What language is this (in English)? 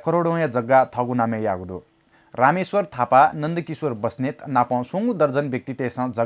Newari